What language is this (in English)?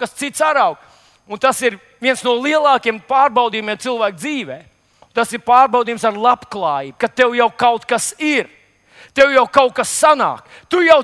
Latvian